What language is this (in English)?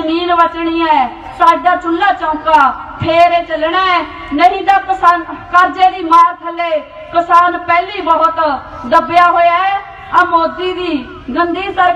Punjabi